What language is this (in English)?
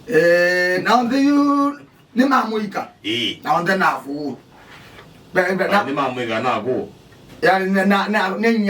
Kamba